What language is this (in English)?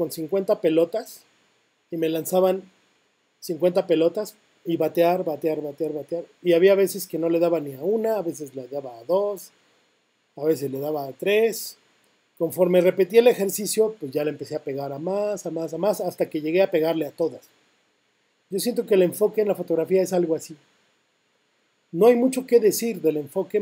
Spanish